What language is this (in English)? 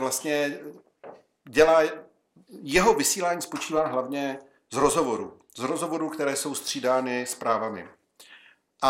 Czech